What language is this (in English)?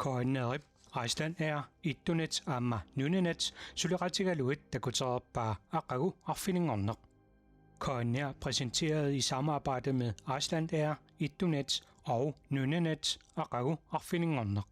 Kalaallisut